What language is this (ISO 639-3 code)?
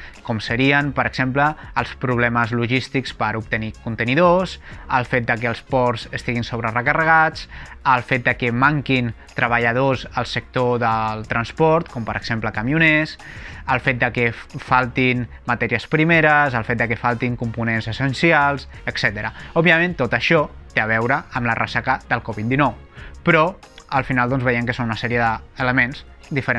cat